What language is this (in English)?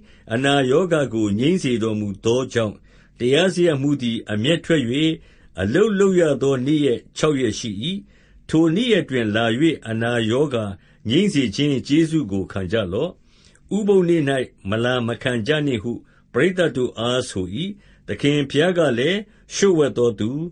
Burmese